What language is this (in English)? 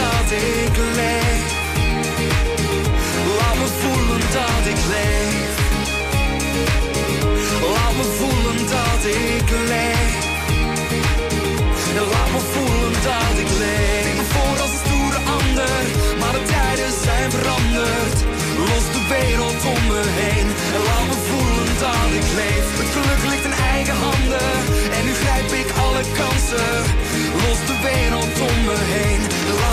Dutch